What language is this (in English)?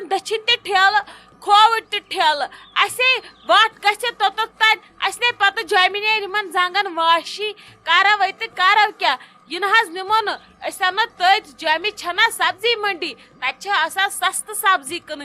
Kashmiri